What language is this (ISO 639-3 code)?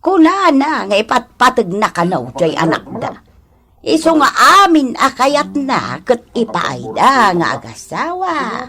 ilo